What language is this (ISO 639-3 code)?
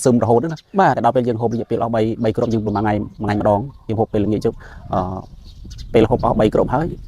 khm